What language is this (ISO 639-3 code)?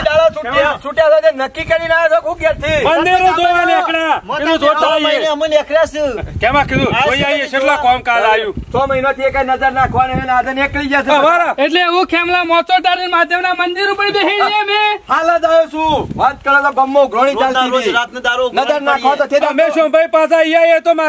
guj